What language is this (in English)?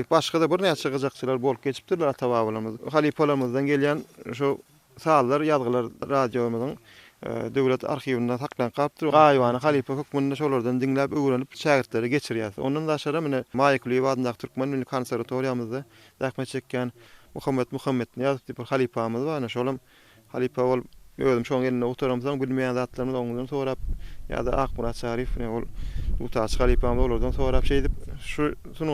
Turkmen